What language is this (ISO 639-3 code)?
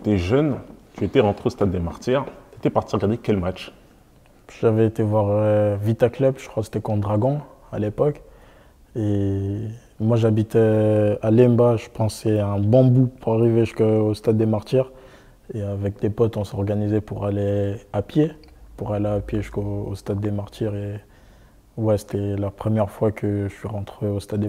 fra